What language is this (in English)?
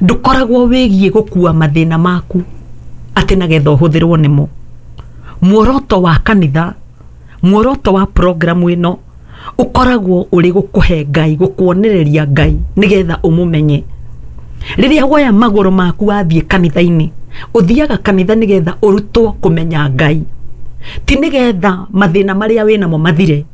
Kikuyu